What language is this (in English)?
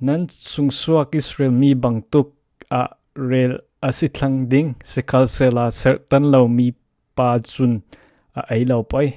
Falam Chin